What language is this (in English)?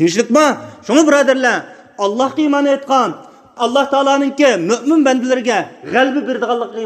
Uyghur